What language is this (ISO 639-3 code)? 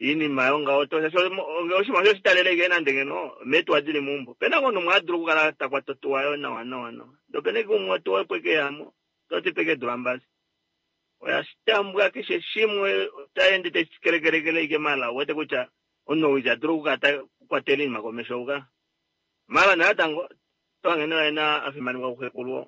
kua